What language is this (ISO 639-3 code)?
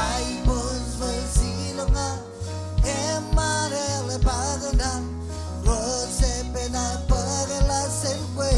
mah